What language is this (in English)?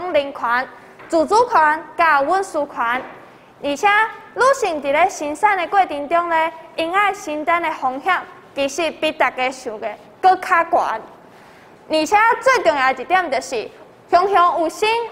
Min Nan Chinese